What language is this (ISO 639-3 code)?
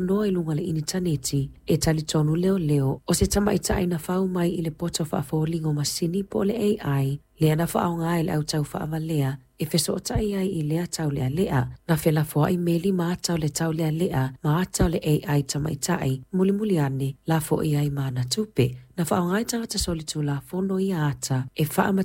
smo